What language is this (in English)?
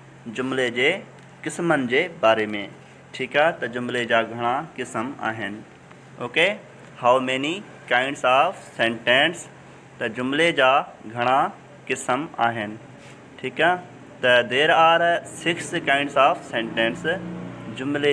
Sindhi